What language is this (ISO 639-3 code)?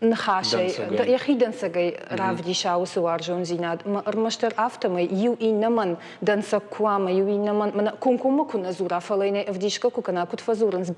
oss